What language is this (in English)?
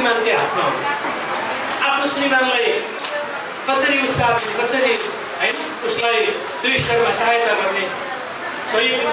Nepali